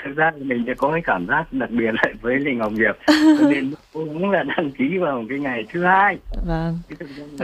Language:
Vietnamese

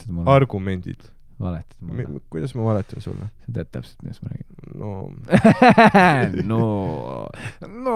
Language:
Estonian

